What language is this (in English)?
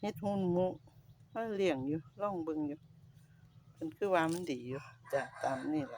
Northeastern Thai